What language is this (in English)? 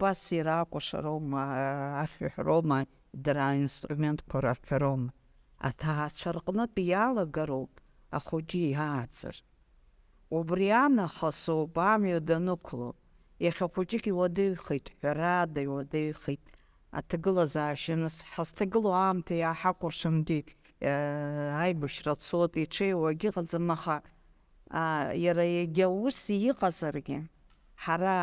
Abkhazian